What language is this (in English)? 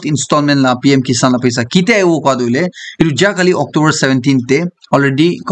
Naga Pidgin